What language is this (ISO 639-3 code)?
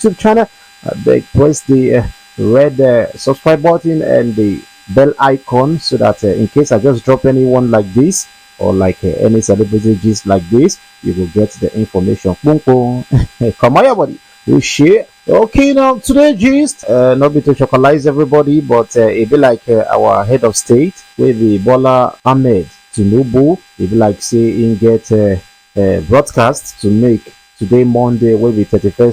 pcm